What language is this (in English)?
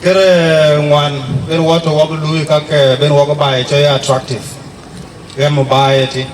Dinka